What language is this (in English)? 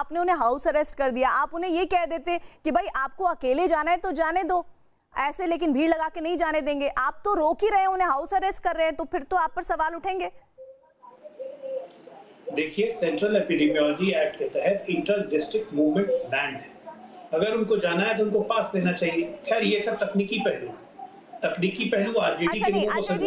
Hindi